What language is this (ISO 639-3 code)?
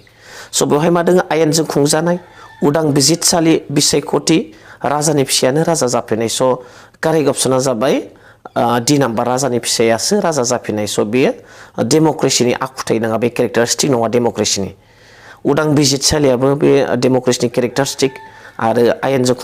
brx